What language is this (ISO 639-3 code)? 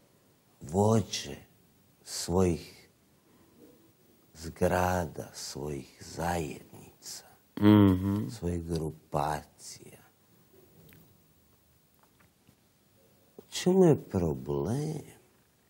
hrv